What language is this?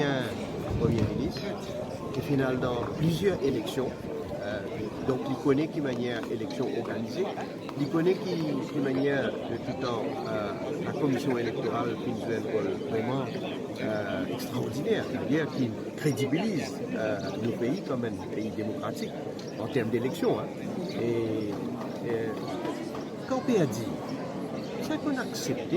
Morisyen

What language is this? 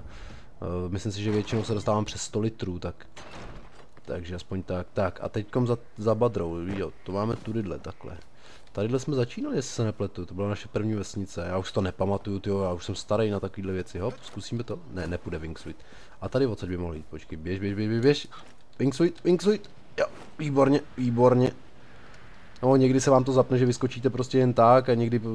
Czech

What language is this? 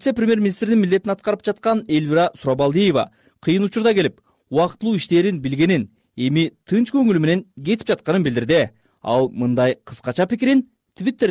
Kyrgyz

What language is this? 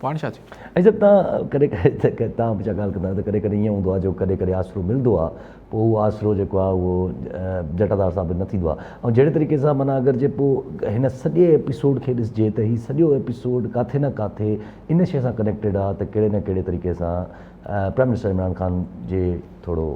Sindhi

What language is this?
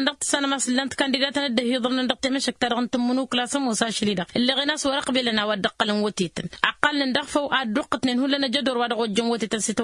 Tamasheq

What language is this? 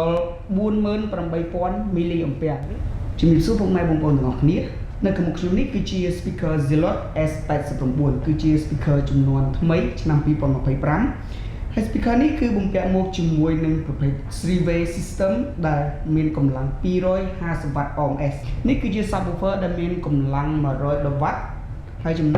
Khmer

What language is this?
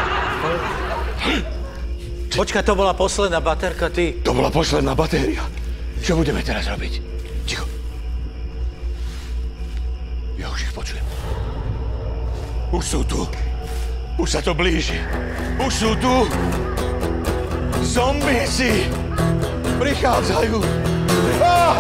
Slovak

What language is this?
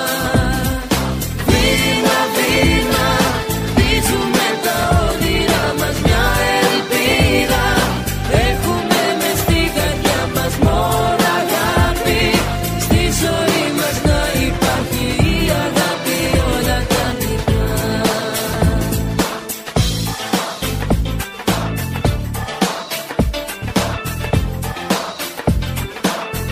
Greek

